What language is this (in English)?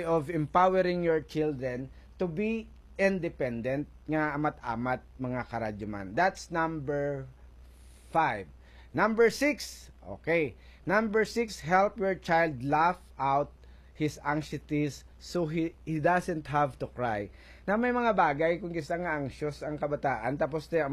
Hiligaynon